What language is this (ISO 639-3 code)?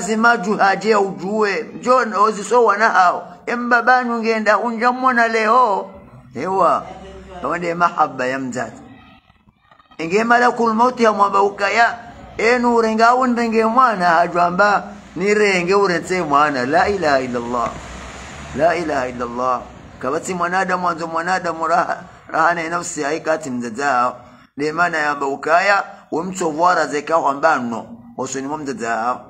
swa